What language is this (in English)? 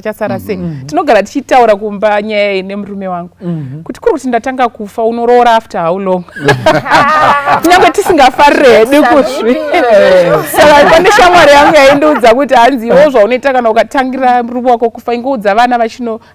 Shona